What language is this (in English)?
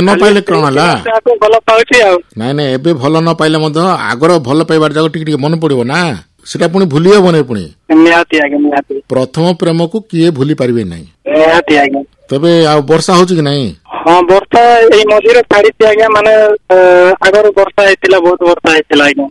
Odia